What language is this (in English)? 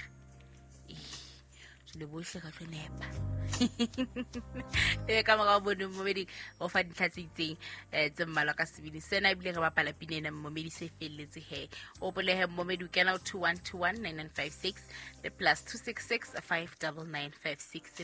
Southern Sotho